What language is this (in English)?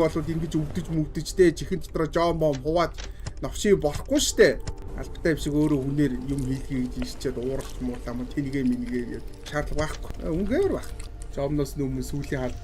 Mongolian